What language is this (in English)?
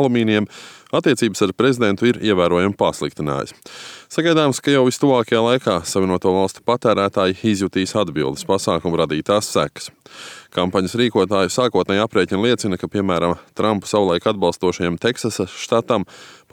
Latvian